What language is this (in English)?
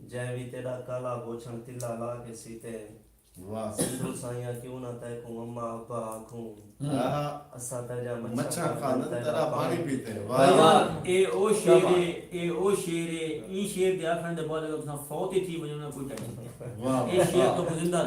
Saraiki